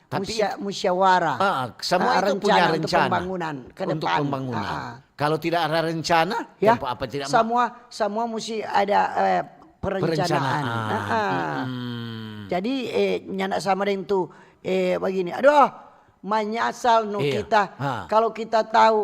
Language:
Manado Malay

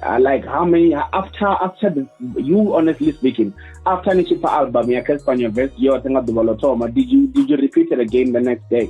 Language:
Venda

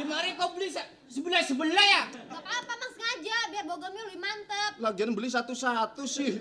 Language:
Betawi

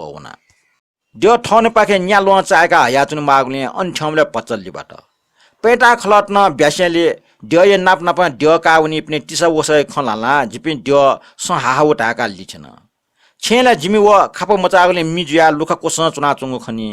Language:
Newari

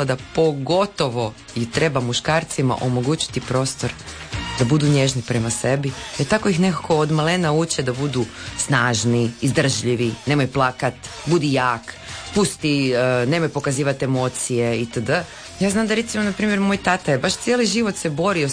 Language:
Croatian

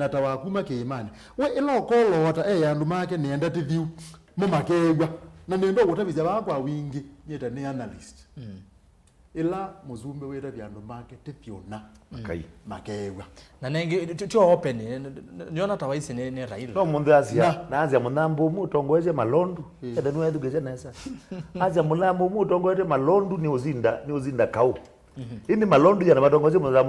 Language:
Kamba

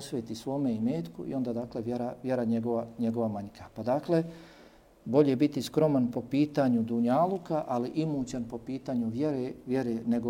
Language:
Bosnian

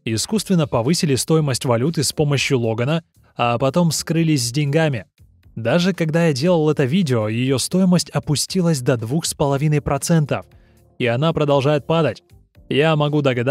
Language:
Russian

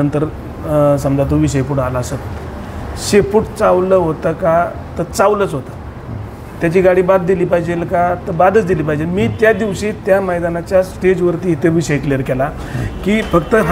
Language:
Marathi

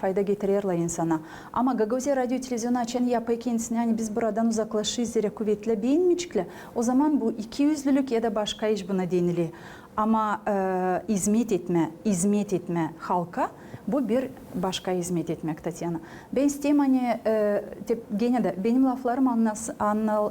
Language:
Gagauz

